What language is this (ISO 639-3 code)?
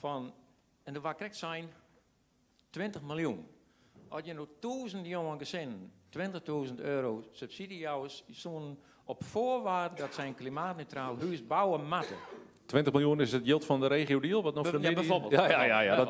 nld